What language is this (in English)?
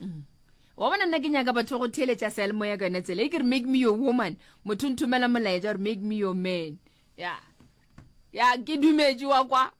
Northern Sotho